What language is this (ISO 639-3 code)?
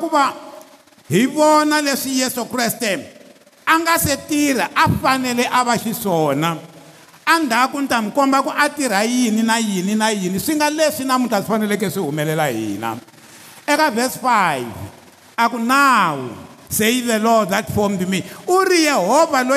tso